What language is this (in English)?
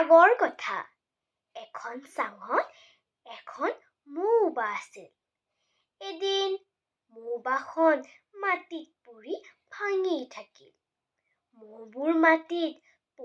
Assamese